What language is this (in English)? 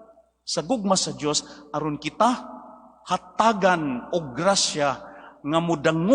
Cebuano